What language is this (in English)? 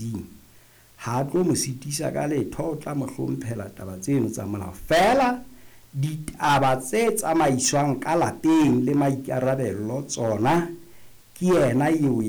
Southern Sotho